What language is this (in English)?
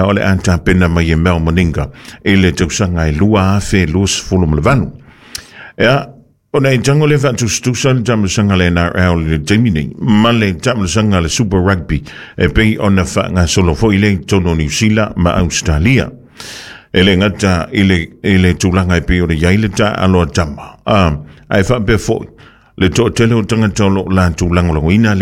Samoan